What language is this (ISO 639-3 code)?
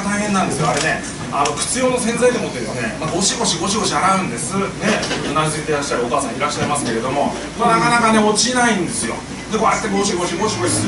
jpn